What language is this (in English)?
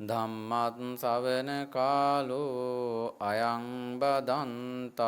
Sinhala